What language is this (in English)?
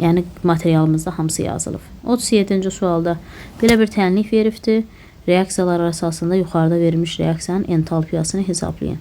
Azerbaijani